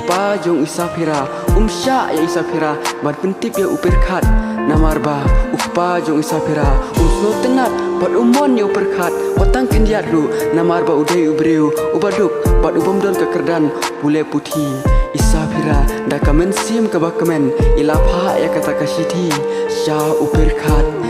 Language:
Khasi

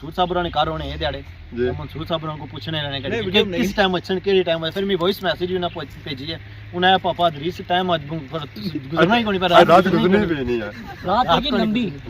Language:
Pahari-Potwari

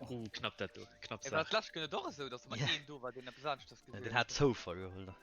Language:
Luxembourgish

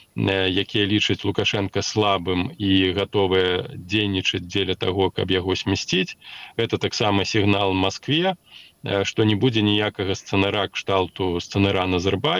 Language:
Belarusian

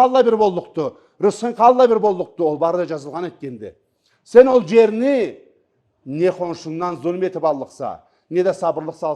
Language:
Karachay-Balkar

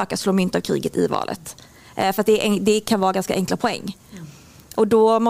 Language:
Swedish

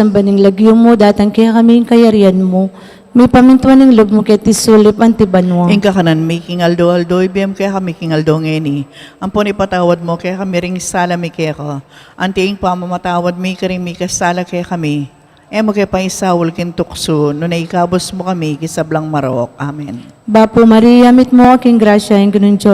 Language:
Pampanga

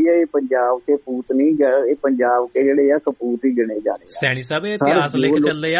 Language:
Punjabi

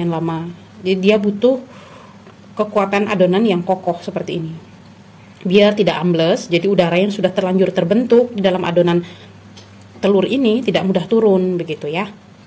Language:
Indonesian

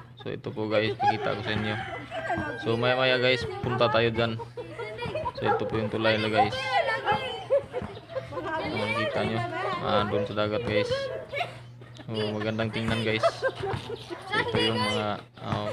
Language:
Filipino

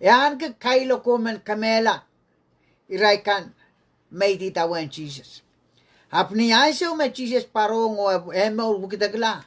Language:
Pohnpeian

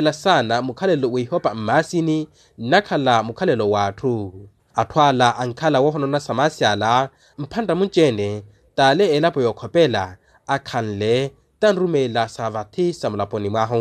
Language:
Makhuwa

